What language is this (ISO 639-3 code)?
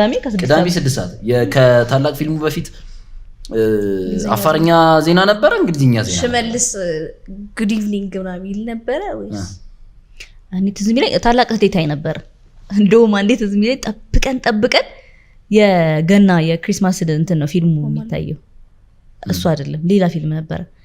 amh